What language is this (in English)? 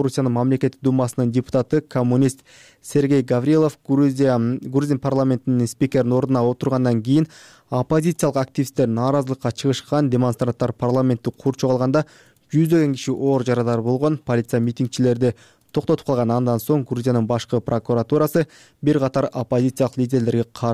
Kyrgyz